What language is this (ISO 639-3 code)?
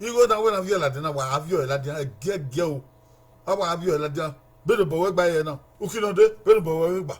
bin